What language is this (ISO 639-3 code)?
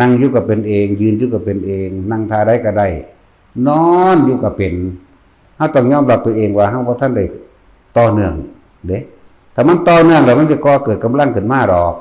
lao